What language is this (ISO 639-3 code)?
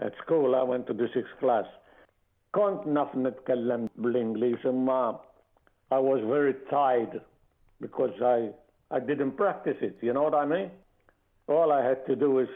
mlt